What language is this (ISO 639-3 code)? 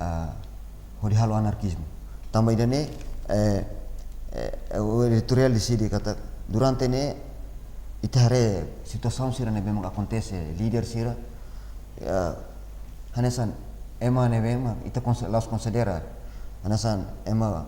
tet